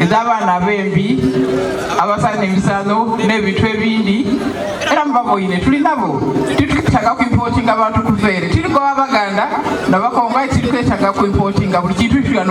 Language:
Soga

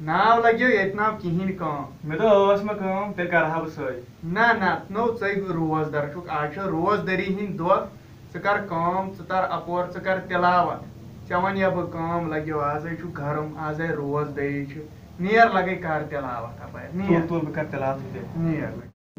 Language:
Kashmiri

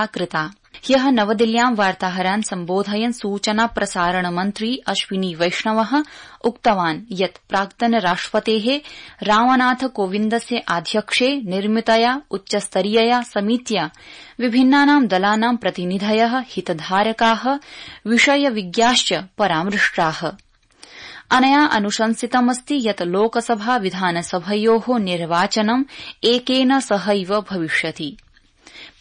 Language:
Sanskrit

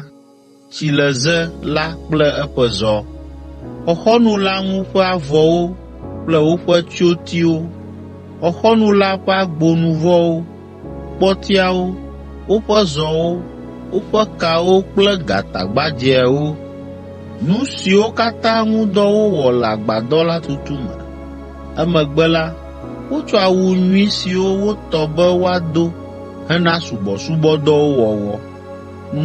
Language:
Ewe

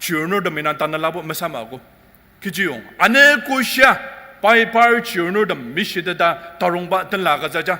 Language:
Ao Naga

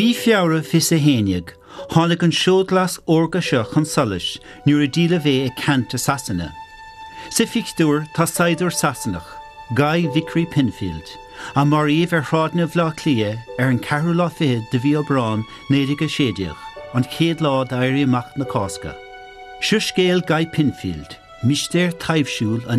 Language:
Irish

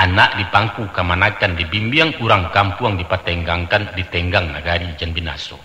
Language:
Minangkabau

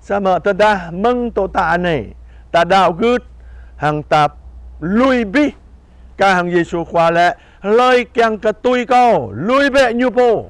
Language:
Jarai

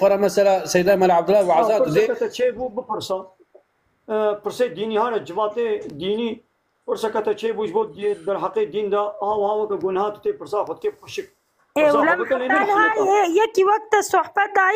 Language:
Kurdish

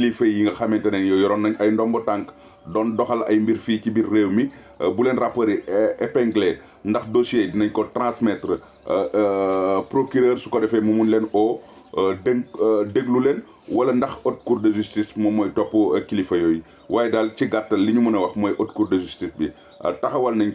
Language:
Wolof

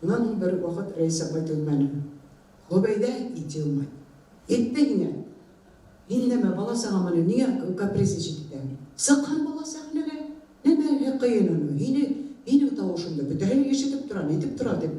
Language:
Bashkir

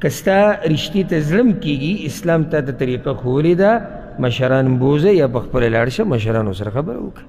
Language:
Pashto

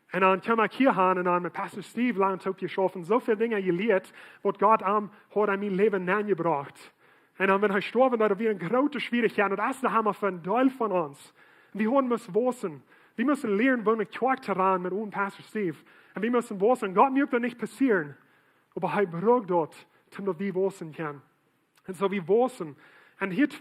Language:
Plautdietsch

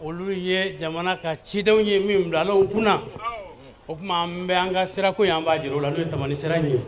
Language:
Bambara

